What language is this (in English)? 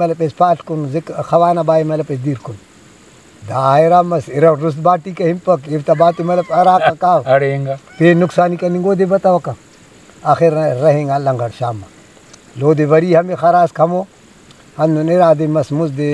Brahui